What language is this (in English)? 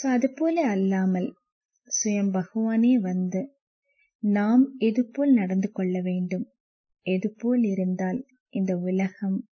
Tamil